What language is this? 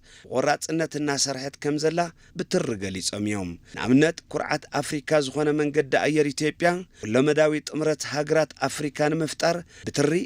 Tigrinya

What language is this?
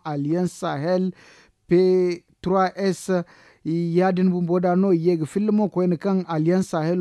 Zarma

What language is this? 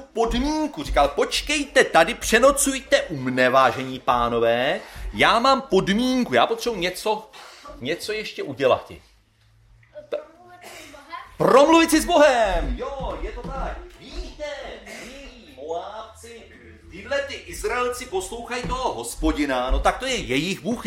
Czech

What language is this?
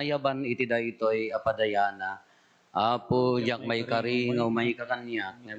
Iloko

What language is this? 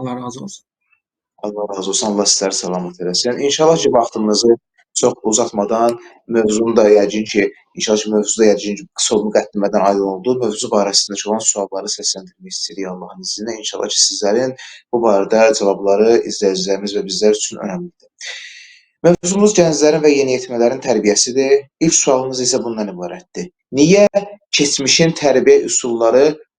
Azerbaijani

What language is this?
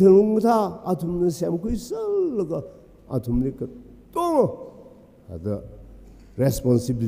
Tangkhul Naga (India)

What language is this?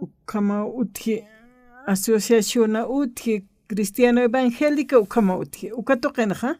Aymara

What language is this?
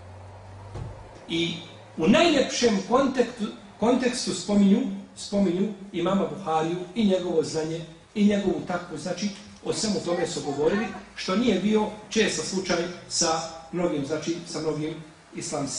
Bosnian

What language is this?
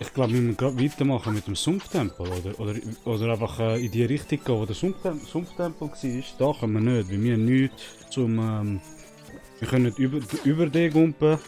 Swiss German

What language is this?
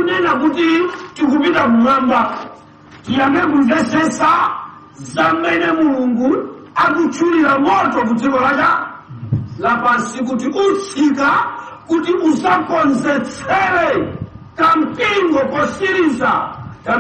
Nyanja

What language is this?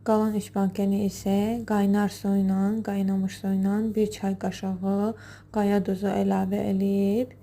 Azerbaijani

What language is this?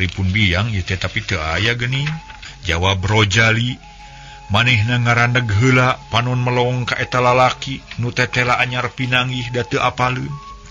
Sundanese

